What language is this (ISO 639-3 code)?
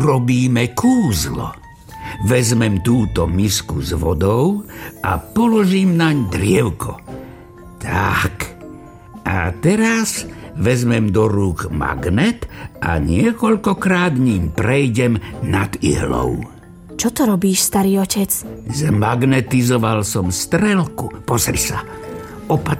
slk